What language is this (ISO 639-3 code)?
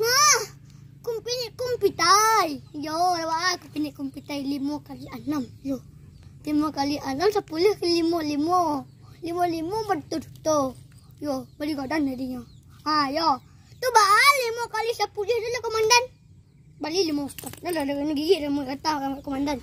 min